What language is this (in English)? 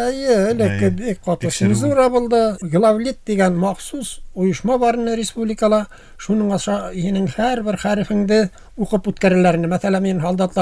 Bashkir